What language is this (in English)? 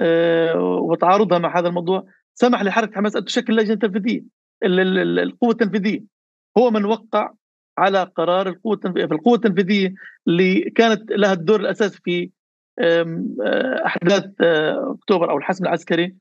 North Levantine Arabic